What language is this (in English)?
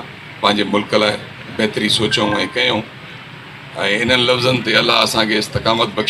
Sindhi